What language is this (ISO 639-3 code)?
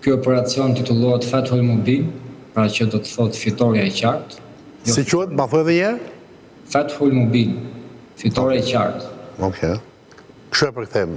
sqi